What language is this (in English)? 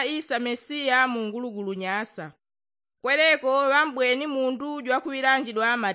Yao